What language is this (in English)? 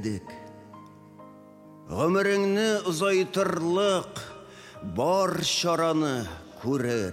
Tatar